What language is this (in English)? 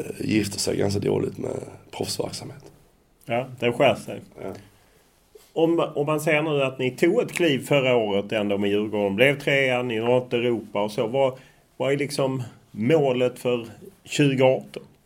Swedish